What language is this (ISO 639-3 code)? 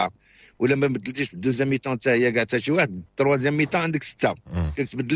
ary